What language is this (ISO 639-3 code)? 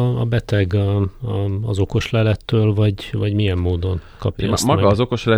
hun